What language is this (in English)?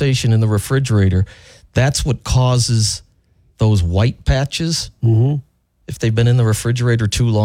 English